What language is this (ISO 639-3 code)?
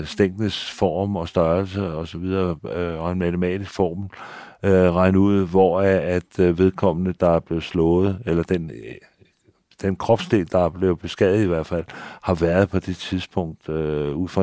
dan